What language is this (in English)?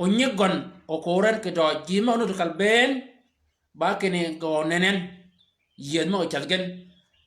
Shilluk